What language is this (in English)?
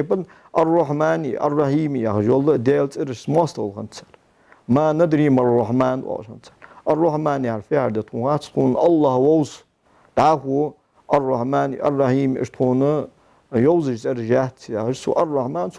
Ingush